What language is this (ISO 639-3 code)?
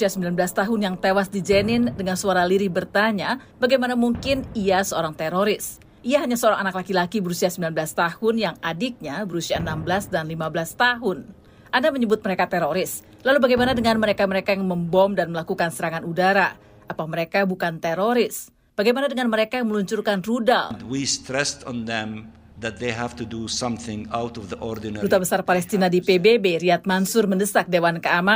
ind